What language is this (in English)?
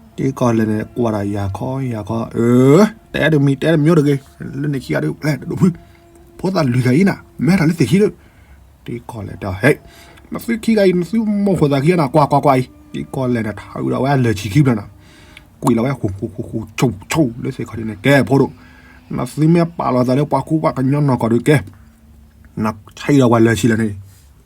S'gaw Karen